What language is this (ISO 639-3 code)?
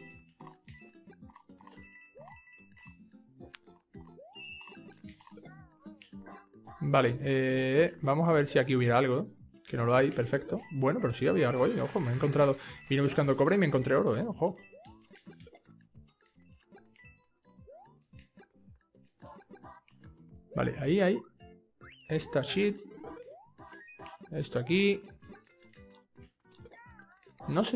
spa